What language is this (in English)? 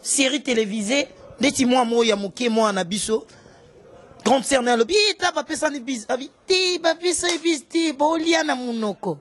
Lingala